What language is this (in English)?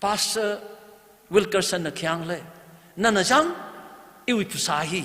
Tangkhul Naga (India)